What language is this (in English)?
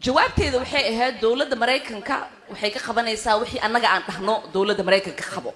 Somali